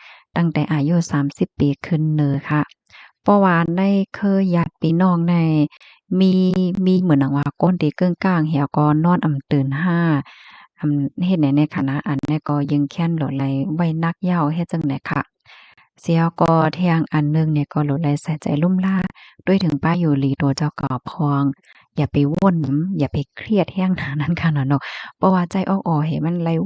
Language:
Shan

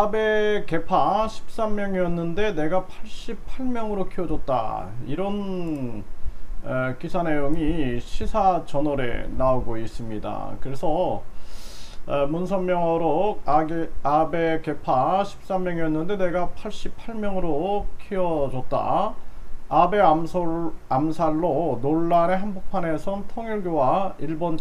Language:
Korean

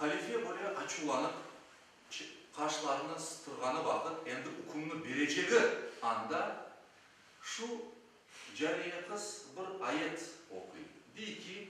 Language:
Crimean Tatar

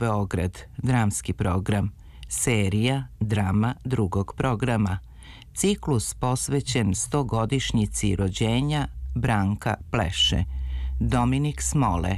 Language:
Serbian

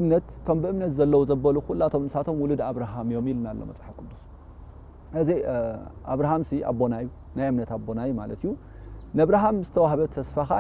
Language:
Tigrinya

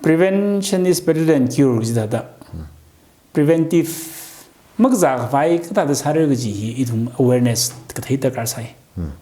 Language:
Tangkhul Naga (India)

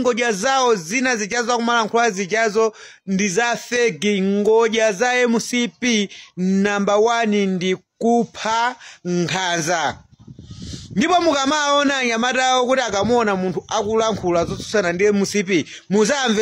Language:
Nyanja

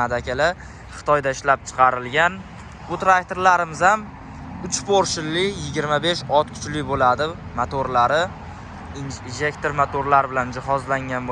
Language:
Uzbek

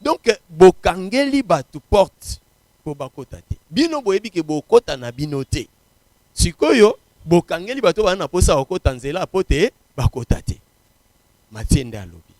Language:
Lingala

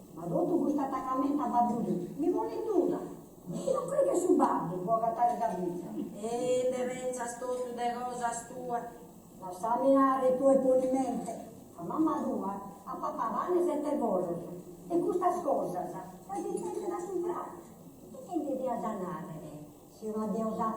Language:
Sardinian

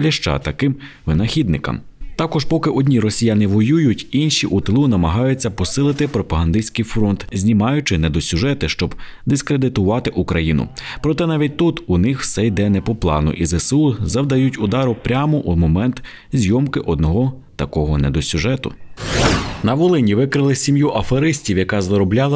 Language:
Ukrainian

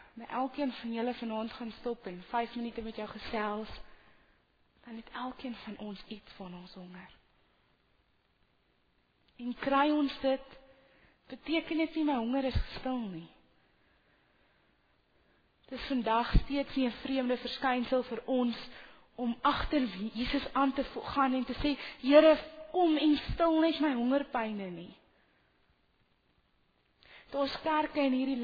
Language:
Afrikaans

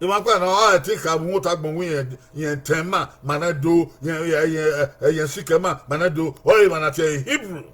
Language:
Bini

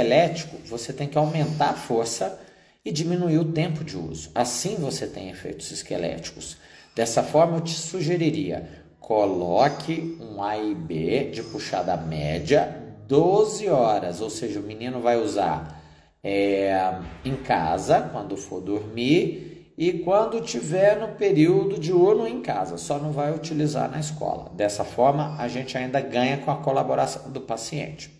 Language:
Portuguese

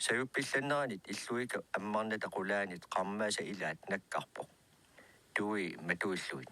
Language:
Kalaallisut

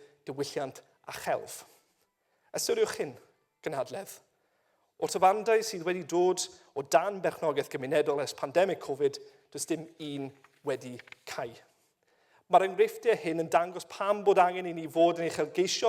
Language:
Welsh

